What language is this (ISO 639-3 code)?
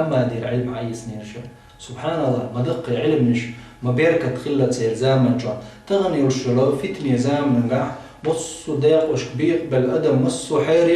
che